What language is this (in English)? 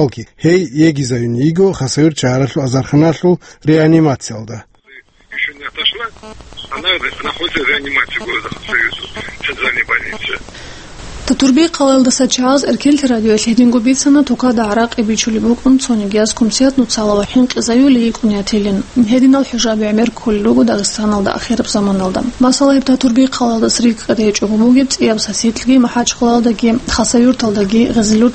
Avaric